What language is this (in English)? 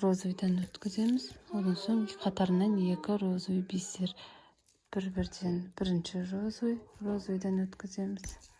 Kazakh